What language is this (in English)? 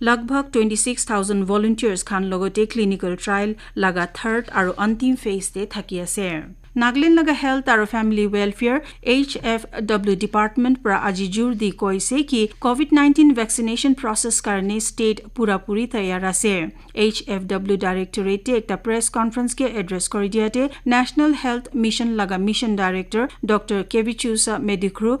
Naga Pidgin